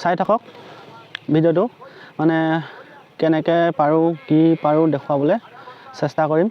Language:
Assamese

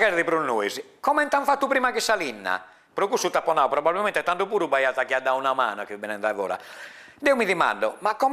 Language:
Sardinian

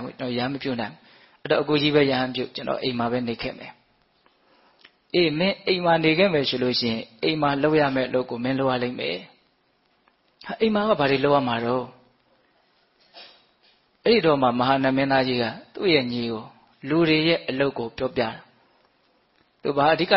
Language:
Burmese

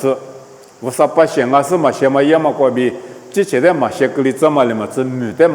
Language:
Lisu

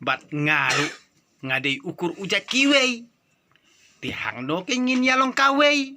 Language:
Khasi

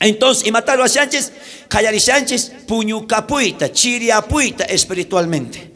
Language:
South Bolivian Quechua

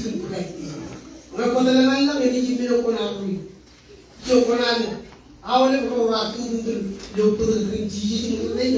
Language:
Marshallese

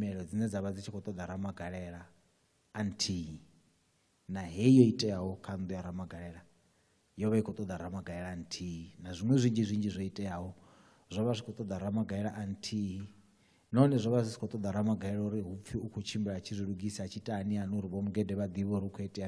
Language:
Venda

